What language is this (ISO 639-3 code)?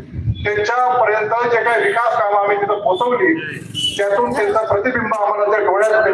mar